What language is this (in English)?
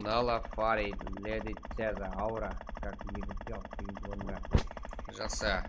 Kara-Kalpak